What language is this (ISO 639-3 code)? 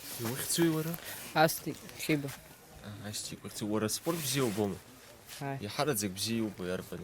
abk